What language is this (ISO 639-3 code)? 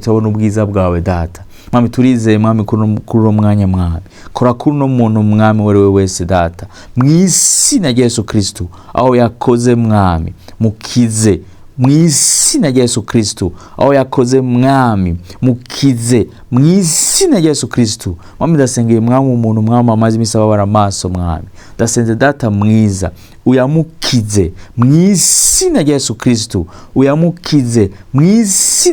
run